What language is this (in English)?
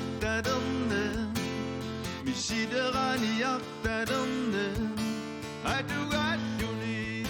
Kalaallisut